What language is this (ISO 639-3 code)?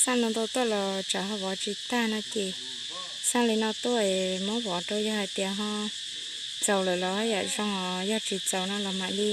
hmn